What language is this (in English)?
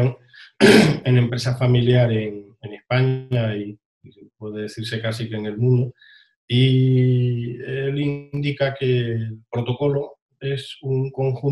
Spanish